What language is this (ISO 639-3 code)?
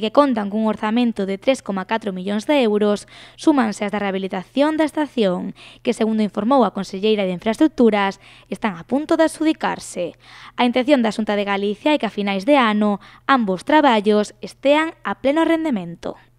glg